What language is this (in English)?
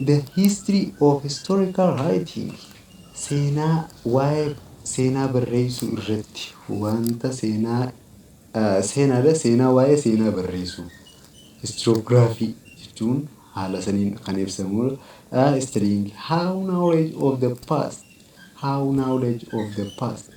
Oromo